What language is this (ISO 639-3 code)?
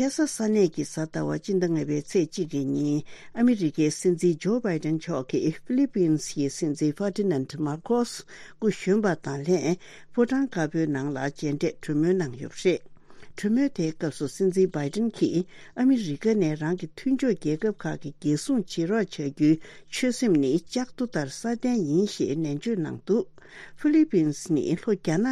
bod